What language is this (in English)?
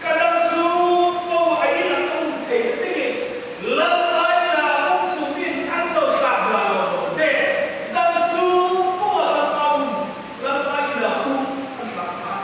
Hmar